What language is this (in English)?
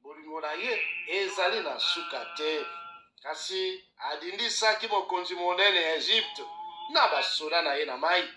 Lingala